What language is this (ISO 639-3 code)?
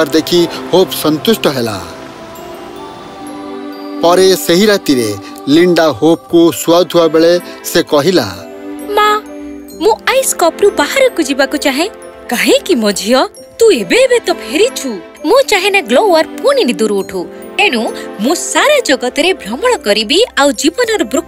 ori